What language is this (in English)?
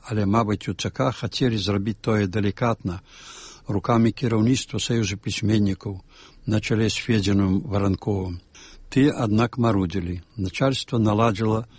Belarusian